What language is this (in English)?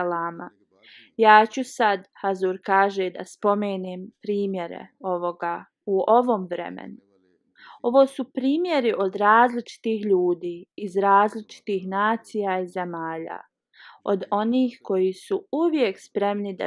Bosnian